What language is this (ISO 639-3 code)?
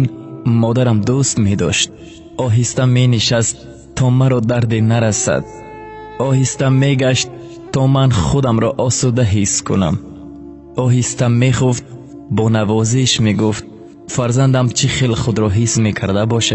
tgk